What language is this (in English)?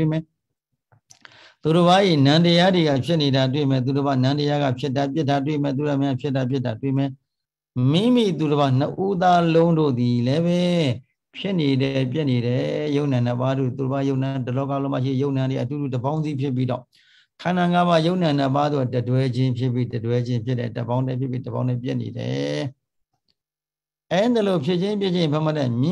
Burmese